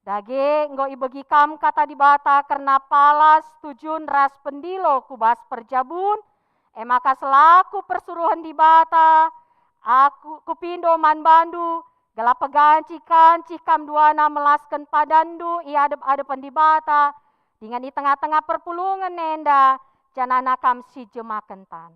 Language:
Batak Karo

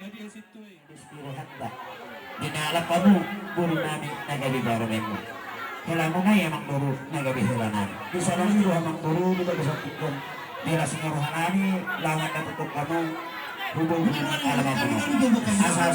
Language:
Batak Toba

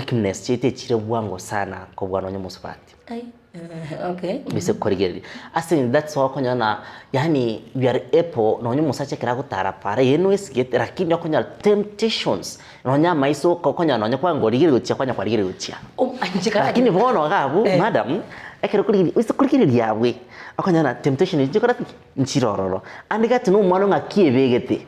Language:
Gusii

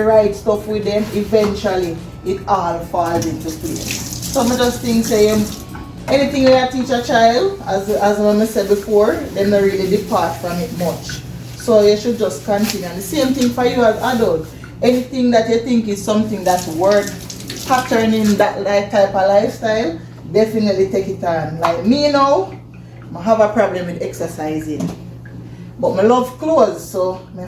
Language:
Jamaican Creole English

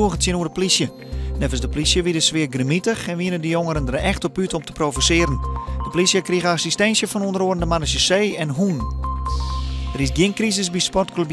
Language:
Western Frisian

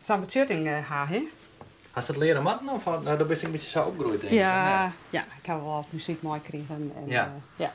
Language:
Western Frisian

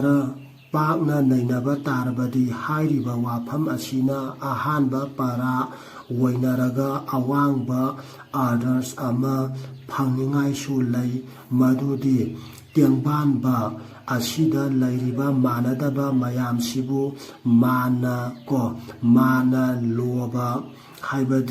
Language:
Manipuri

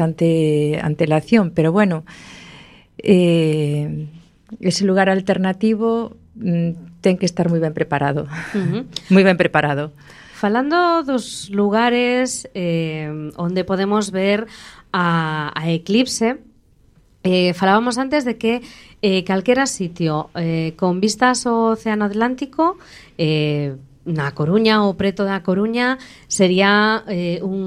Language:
Galician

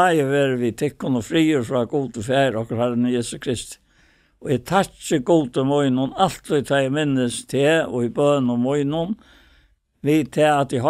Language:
Faroese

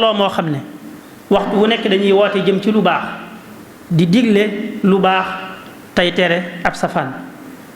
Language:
Wolof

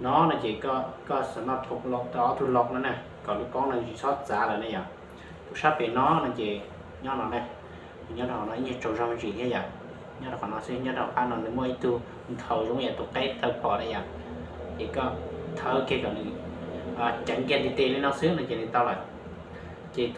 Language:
Hmong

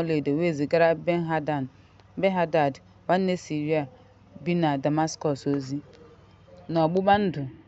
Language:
Igbo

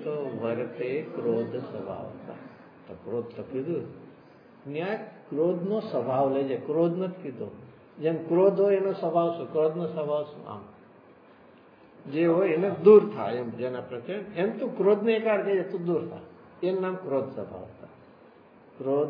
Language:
Gujarati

